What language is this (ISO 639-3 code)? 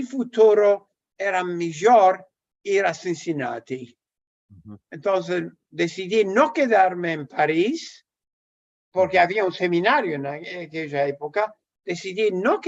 lad